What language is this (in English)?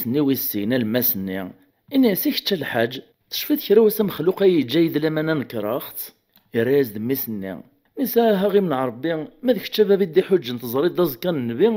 Kabyle